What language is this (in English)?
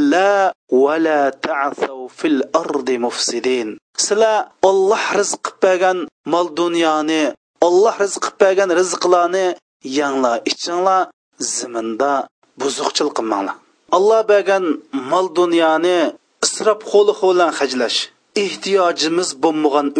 Uyghur